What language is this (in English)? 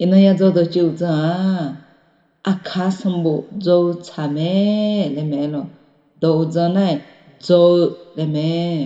Akha